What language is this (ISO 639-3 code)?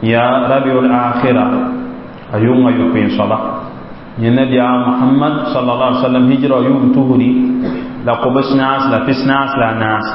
mos